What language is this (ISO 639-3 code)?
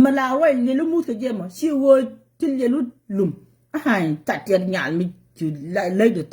nus